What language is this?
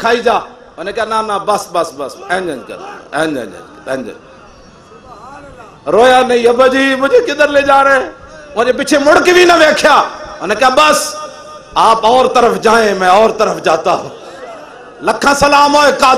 Western Panjabi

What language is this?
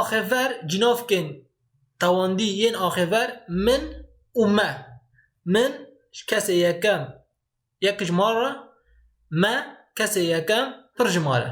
Kurdish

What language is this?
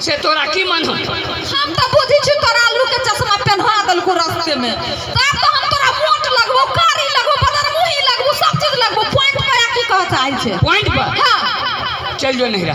Maithili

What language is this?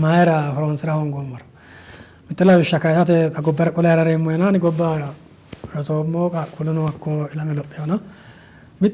Sidamo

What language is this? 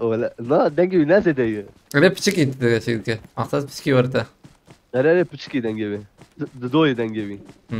Kurdish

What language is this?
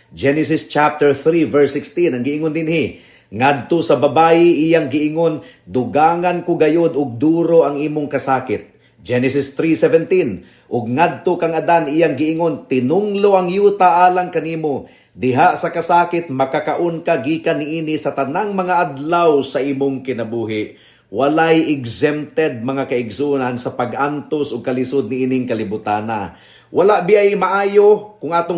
Cebuano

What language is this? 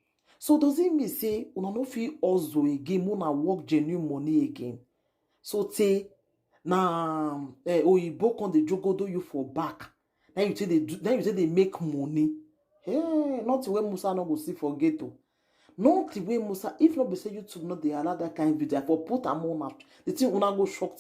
Nigerian Pidgin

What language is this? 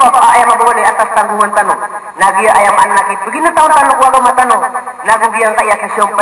Maranao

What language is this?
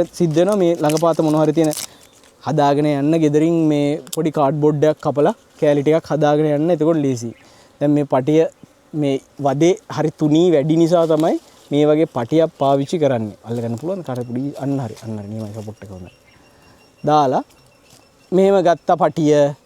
Sinhala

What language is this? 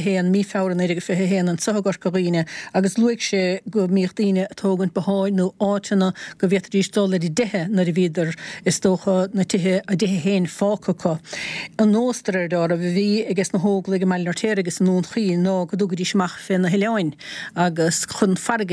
Irish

